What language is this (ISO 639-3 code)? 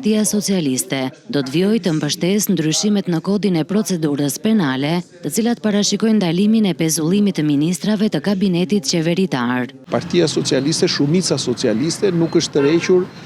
sqi